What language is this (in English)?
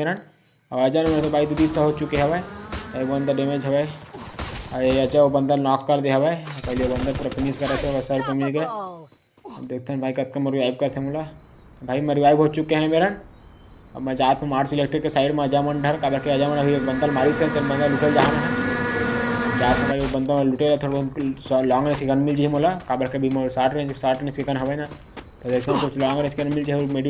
Chhattisgarhi